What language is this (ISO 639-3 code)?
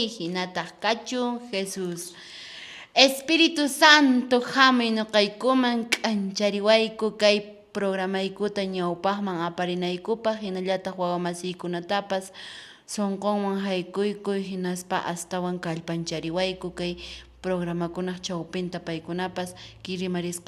que